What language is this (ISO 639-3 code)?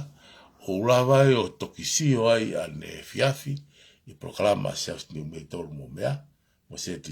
ton